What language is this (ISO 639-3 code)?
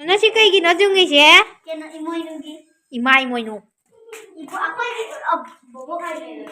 mni